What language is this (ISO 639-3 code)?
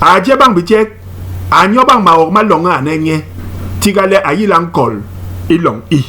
bas